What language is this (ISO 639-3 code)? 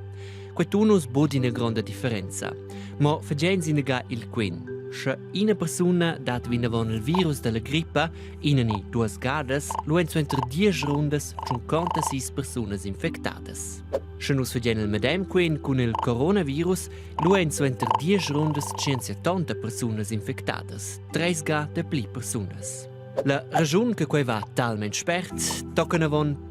roh